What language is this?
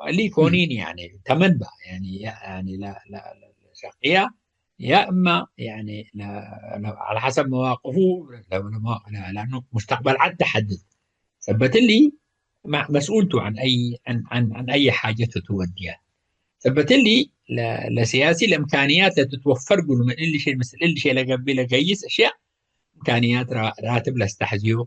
Tigre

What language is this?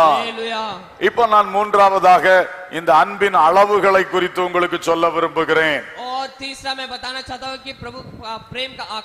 Tamil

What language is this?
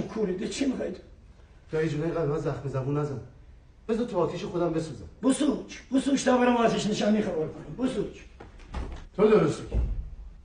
Persian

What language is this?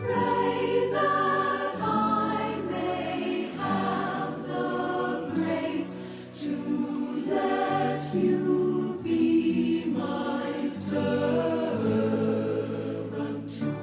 Pampanga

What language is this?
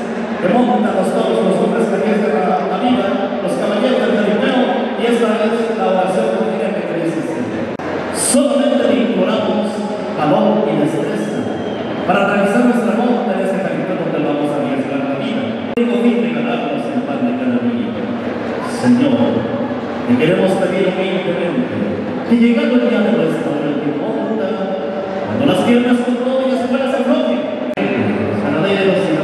Spanish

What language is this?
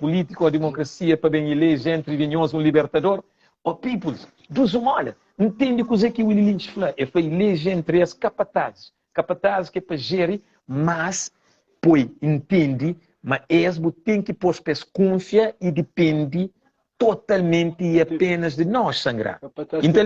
Kabuverdianu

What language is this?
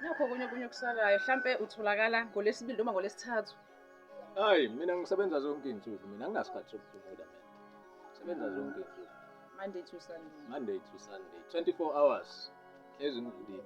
Zulu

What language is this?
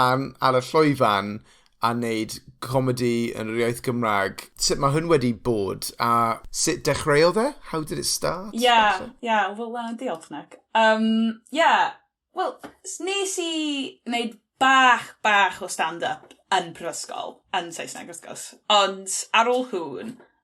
Welsh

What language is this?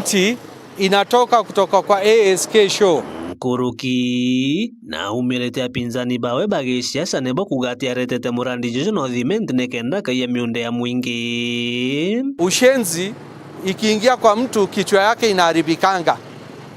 Meru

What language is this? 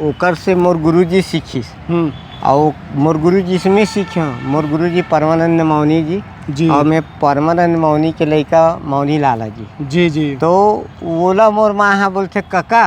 Chhattisgarhi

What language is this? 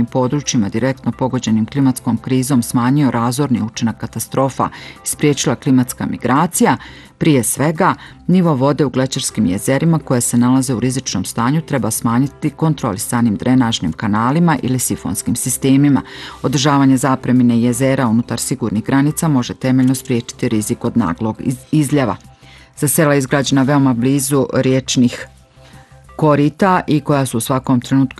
Bosnian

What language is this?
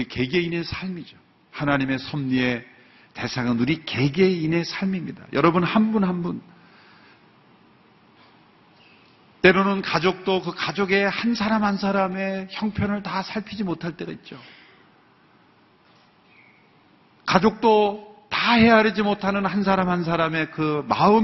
Korean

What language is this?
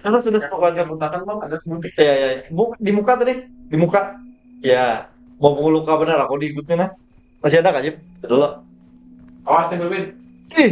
Banjar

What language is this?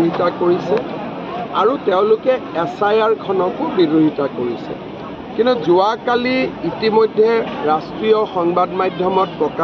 Assamese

